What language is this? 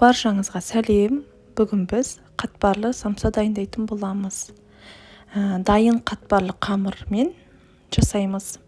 Kazakh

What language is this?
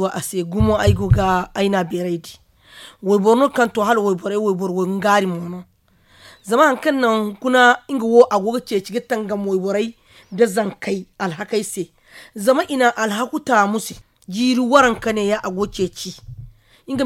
Zarma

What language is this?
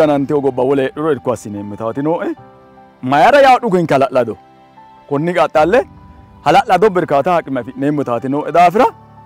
Sidamo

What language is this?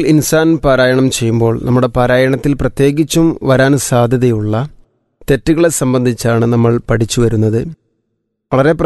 Malayalam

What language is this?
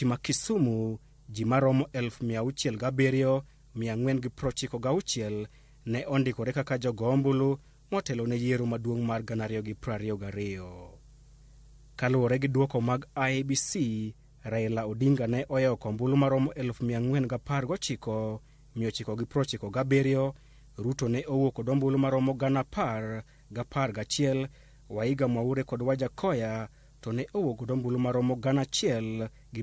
Luo (Kenya and Tanzania)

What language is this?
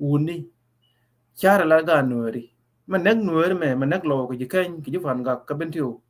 Nuer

